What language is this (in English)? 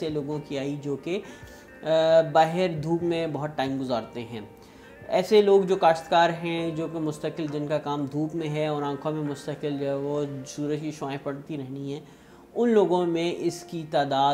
Urdu